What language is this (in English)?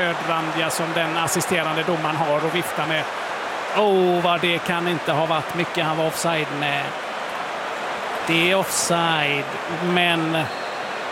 Swedish